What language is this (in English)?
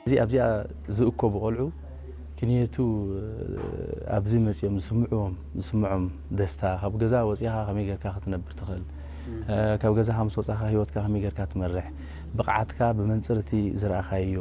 Tigrinya